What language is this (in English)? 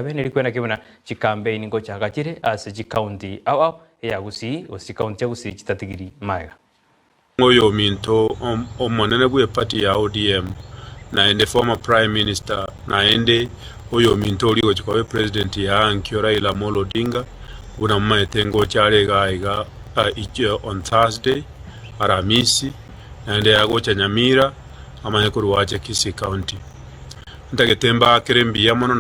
Gusii